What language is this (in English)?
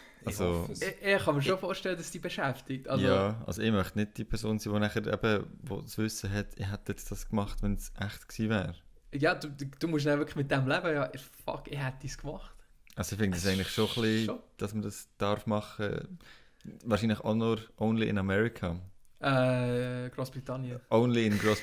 Swiss German